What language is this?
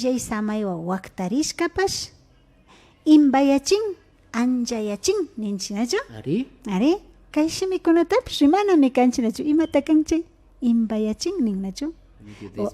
Imbabura Highland Quichua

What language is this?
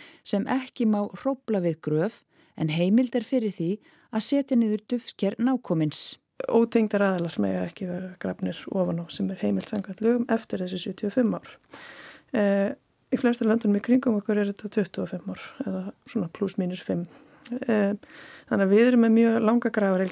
Icelandic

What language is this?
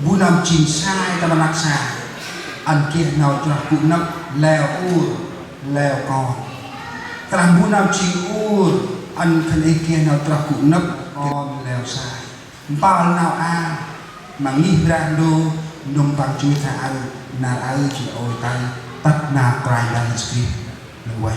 Central Mnong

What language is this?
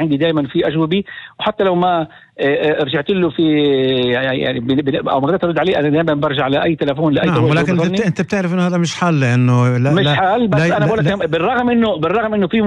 North Levantine Arabic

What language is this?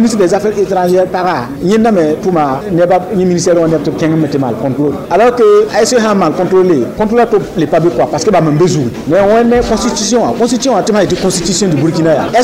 Mossi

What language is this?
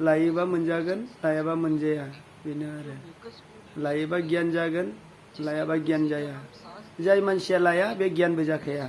Bodo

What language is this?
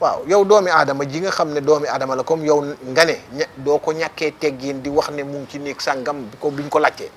Wolof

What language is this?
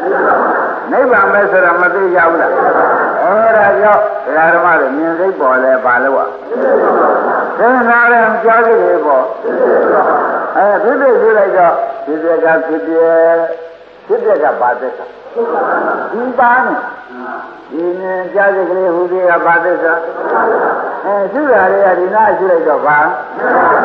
Burmese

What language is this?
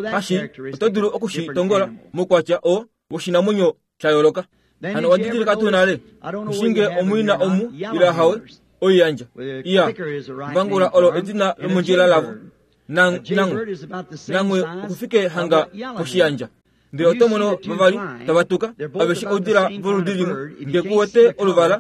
Kuanyama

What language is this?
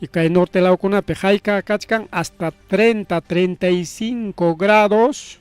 Ayacucho Quechua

